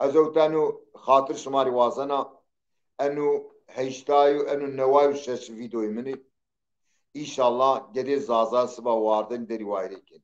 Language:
Zaza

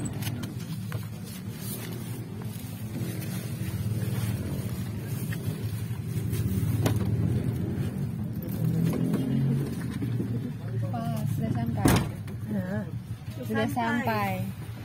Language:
Indonesian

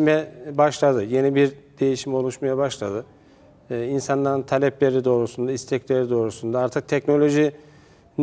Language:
Turkish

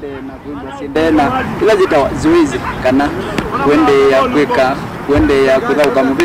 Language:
Kamba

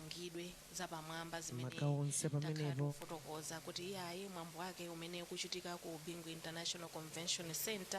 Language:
Nyanja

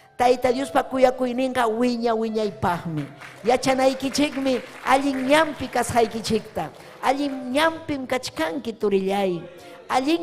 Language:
Ayacucho Quechua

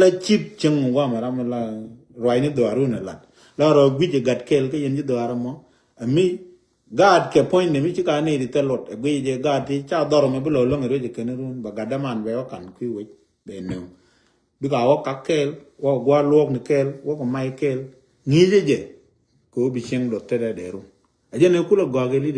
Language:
Nuer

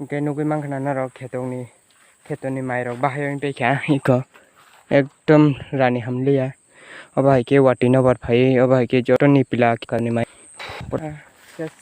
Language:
Kok Borok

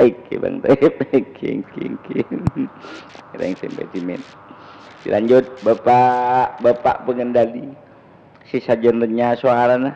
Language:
Madurese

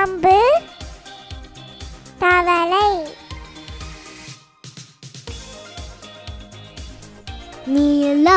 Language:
Tamil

